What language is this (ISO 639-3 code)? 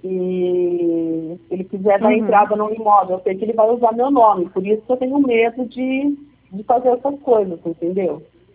por